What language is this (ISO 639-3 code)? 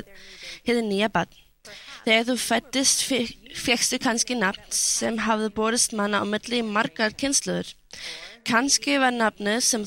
isl